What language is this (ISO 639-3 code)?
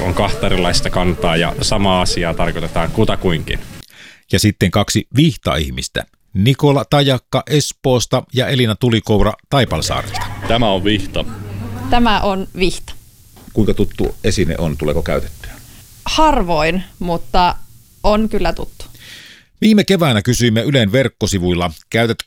fin